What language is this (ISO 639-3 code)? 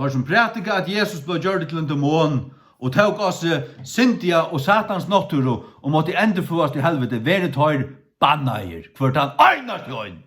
fao